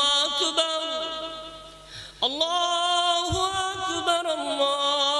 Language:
Bangla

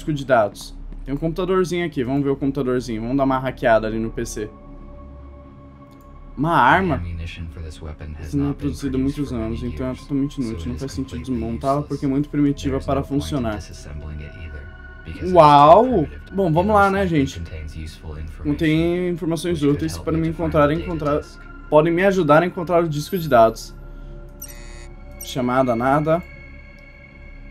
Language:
Portuguese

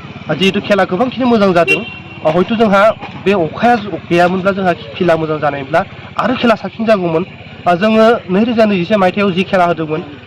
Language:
Bodo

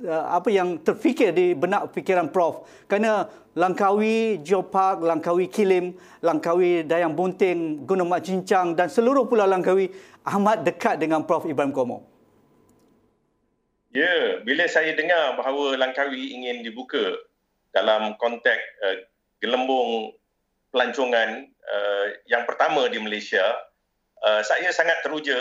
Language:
Malay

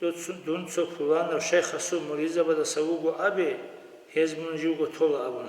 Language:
Avaric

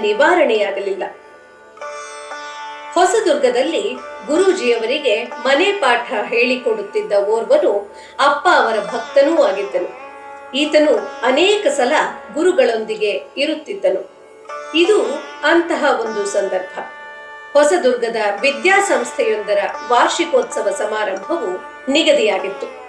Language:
Kannada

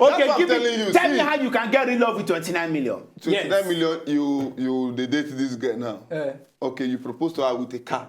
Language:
Nigerian Pidgin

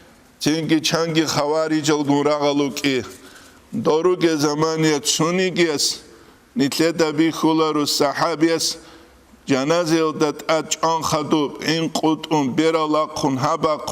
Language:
Avaric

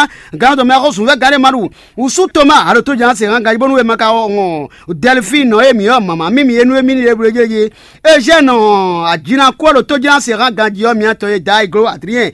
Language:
Fon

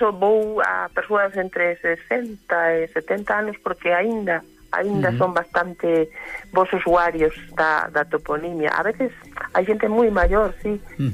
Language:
Galician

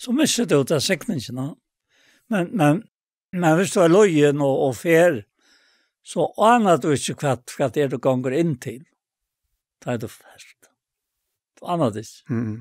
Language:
Faroese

